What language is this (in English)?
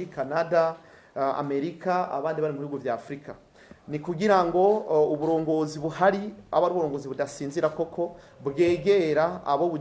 Rundi